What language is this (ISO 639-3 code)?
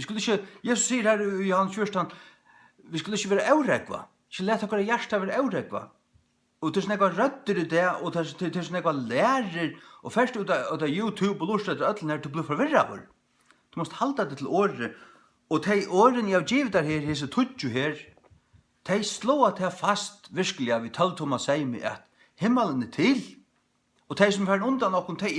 fao